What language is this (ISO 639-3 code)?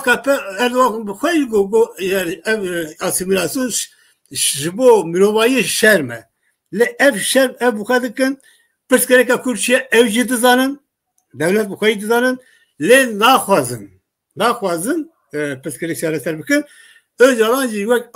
kur